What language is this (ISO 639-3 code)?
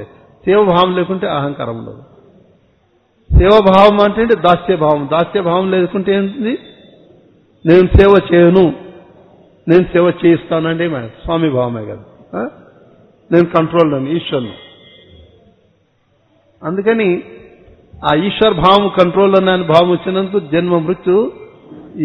tel